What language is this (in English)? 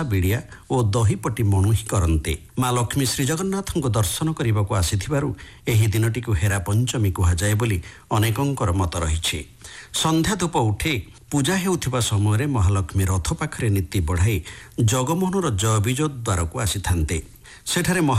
Odia